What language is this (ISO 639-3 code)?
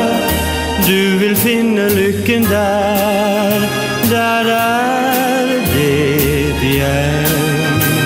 nor